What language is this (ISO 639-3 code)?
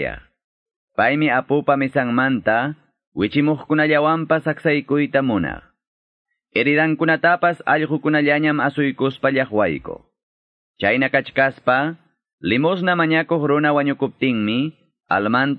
que